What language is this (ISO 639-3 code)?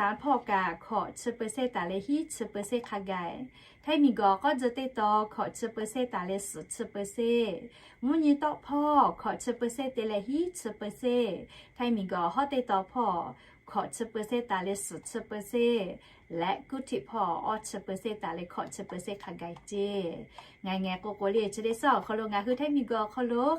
lhu